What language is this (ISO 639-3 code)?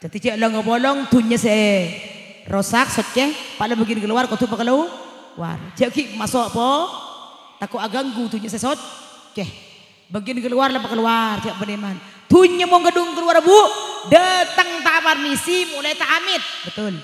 mad